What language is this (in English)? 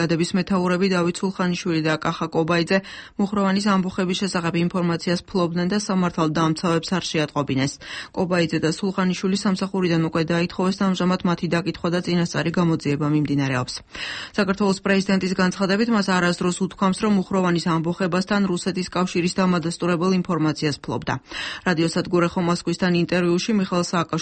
Georgian